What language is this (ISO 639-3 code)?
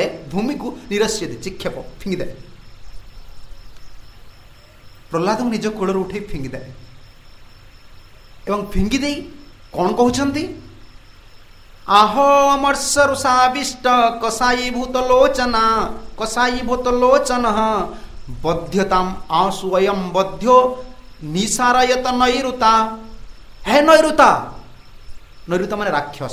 ori